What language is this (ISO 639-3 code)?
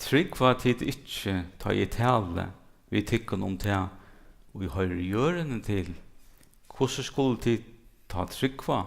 fao